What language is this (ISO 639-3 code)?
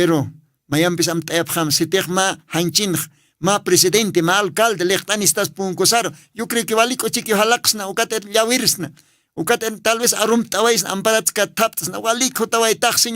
aym